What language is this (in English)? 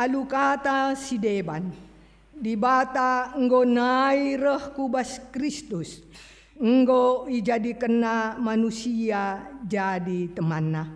Batak Karo